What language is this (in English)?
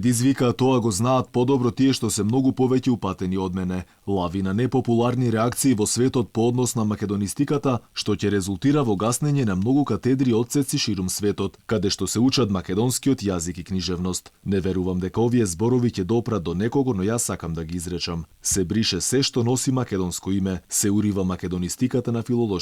Macedonian